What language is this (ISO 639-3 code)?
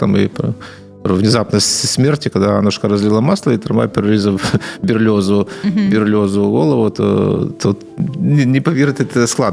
ukr